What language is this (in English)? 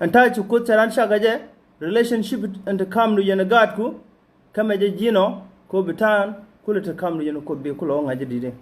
Nuer